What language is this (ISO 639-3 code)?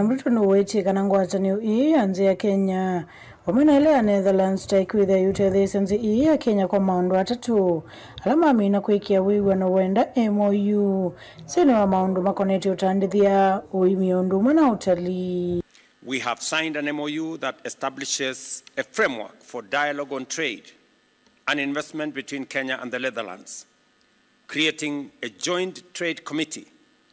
kam